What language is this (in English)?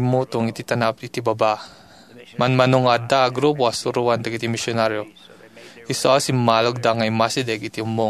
Iloko